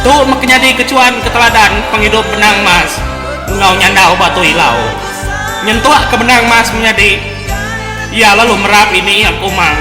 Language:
Iban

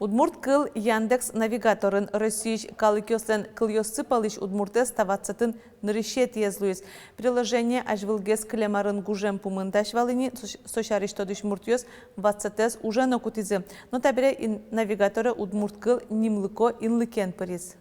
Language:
Udmurt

